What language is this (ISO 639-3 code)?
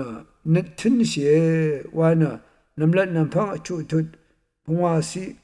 raw